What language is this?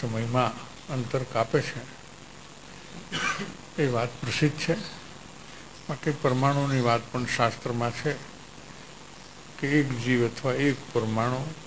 Gujarati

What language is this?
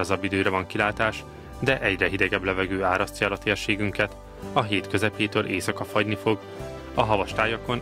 Hungarian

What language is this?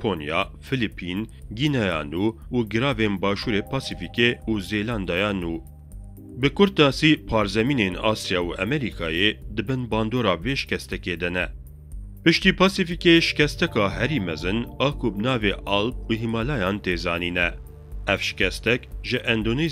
Kurdish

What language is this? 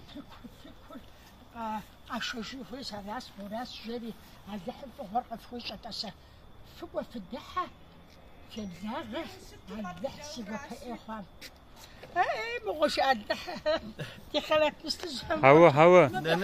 Kabardian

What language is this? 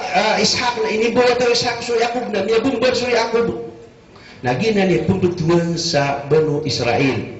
Maranao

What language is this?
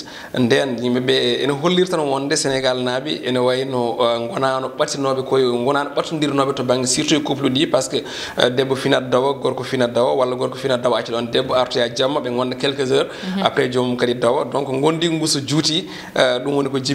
Fula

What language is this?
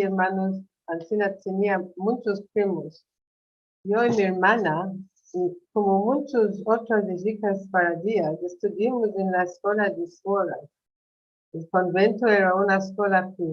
Ladino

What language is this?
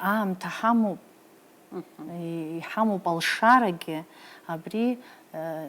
Abkhazian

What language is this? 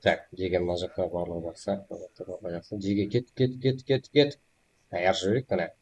Kara-Kalpak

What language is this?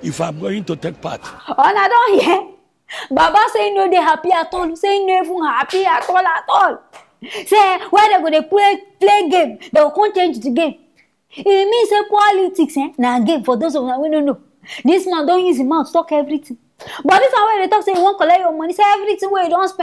Nigerian Pidgin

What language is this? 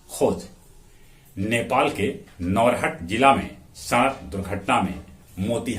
Magahi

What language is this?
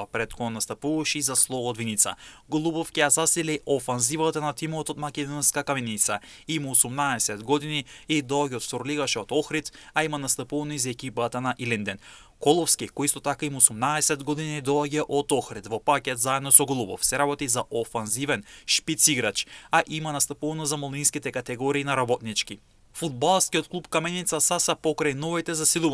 Macedonian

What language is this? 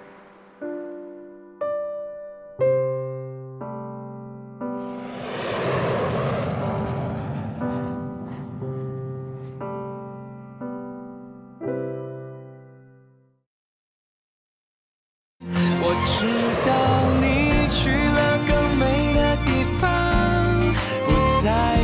Chinese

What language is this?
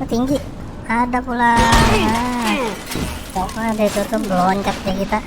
Banjar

